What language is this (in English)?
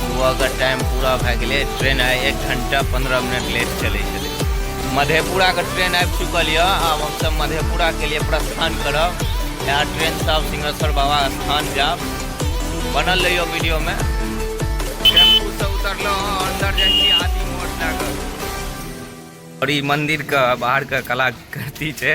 Maithili